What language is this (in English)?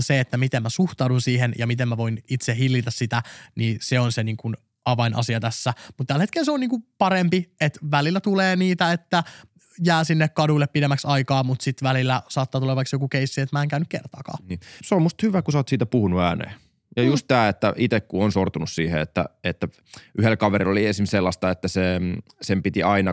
Finnish